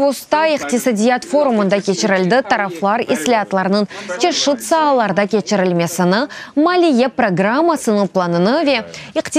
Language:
Crimean Tatar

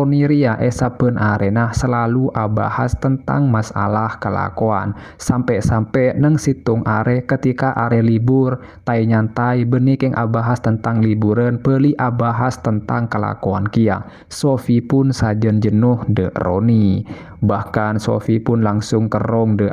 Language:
Madurese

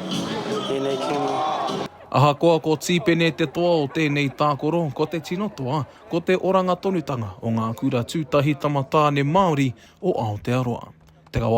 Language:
Māori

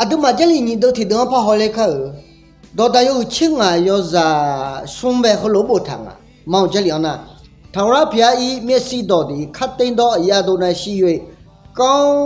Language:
Akha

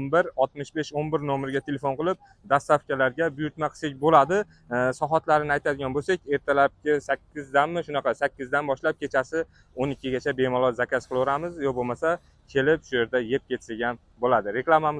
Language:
Uzbek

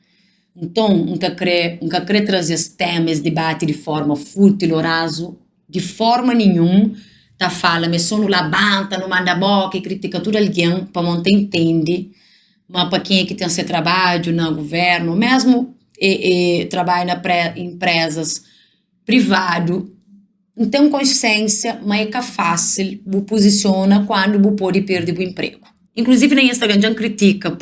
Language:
Kabuverdianu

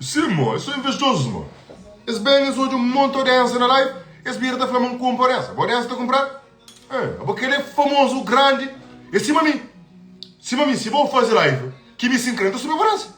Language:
Kabuverdianu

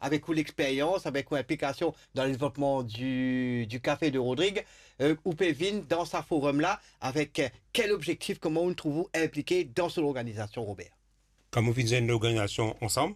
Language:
Morisyen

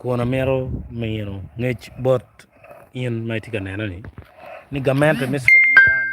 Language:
Acoli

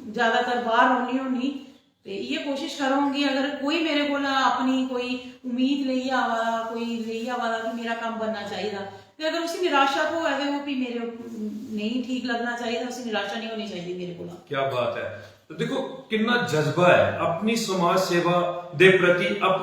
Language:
Dogri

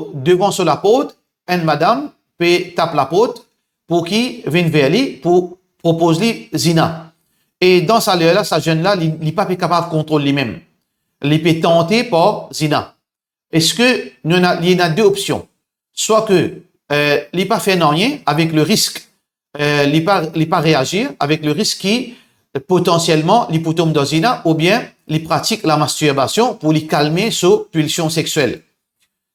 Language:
Morisyen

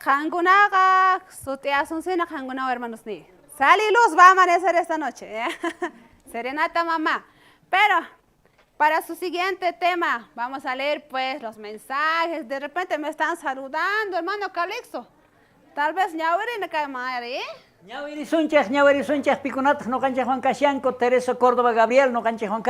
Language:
South Bolivian Quechua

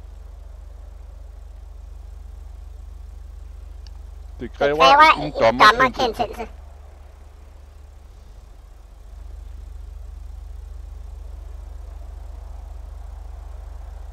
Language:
Danish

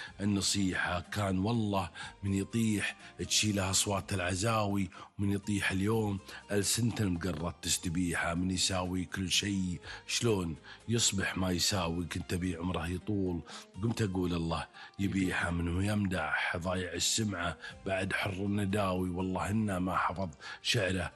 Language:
Gulf Arabic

